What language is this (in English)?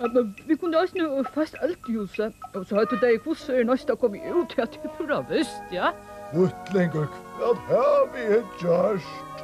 Faroese